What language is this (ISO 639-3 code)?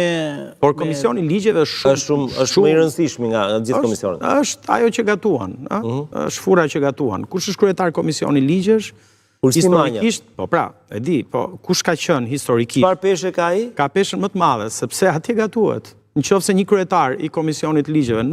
sqi